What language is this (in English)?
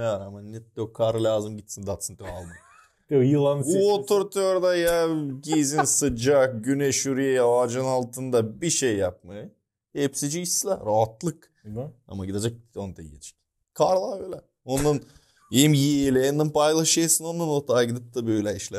Gagauz